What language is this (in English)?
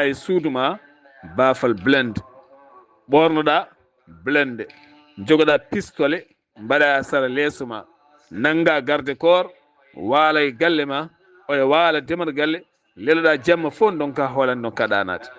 Fula